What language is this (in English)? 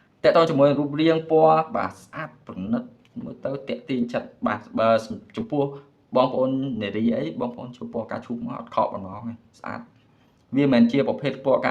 Khmer